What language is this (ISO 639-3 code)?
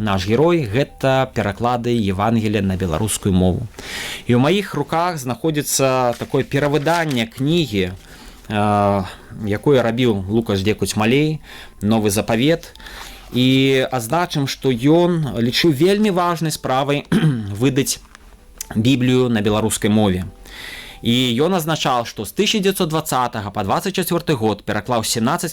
bel